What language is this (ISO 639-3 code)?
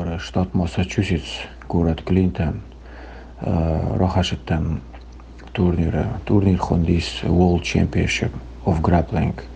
oss